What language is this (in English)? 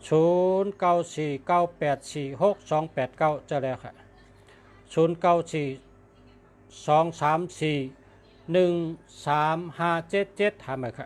Shan